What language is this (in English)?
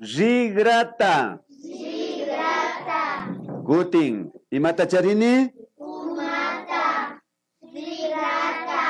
Imbabura Highland Quichua